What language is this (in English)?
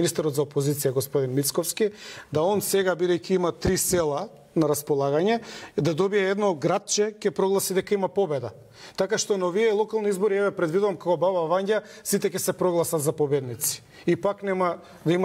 Macedonian